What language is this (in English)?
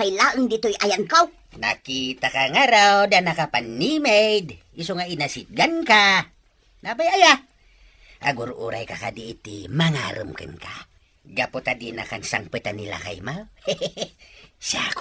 Iloko